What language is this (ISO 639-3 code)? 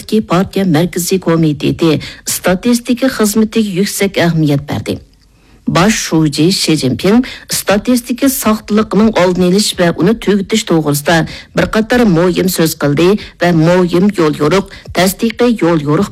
uig